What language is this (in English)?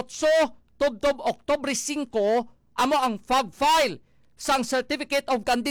Hiligaynon